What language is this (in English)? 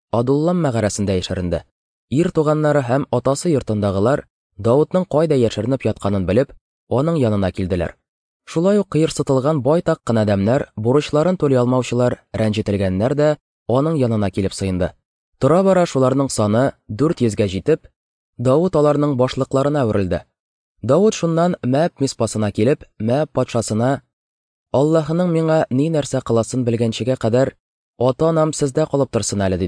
Tatar